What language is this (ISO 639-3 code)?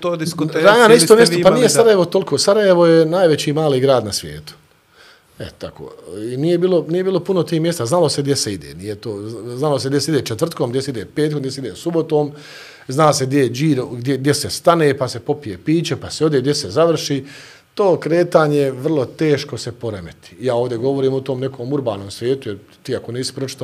bos